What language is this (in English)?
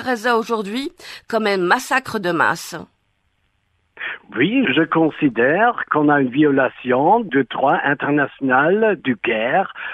French